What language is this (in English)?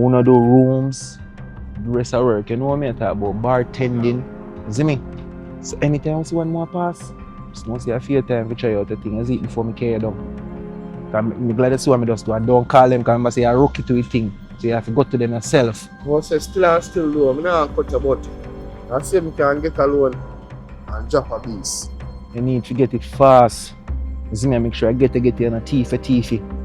Jamaican Creole English